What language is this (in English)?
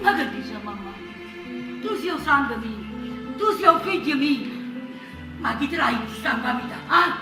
Neapolitan